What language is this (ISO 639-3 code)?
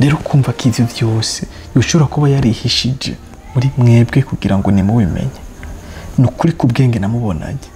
run